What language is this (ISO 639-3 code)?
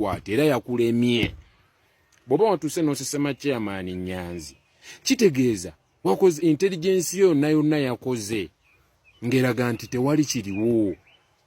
lug